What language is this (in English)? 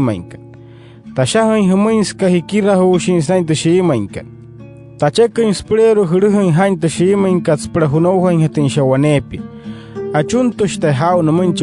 Wayuu